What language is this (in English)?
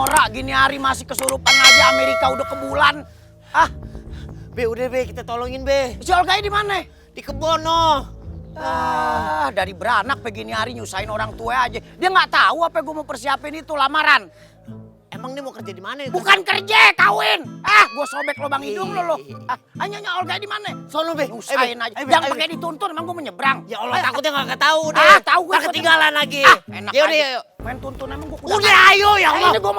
Betawi